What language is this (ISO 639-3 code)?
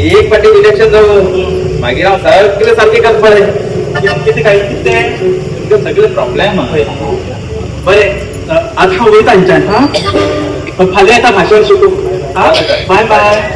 kok